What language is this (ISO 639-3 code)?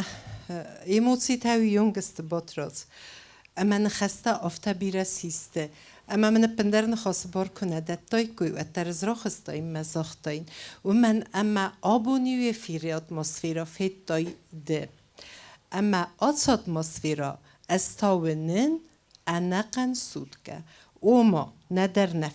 oss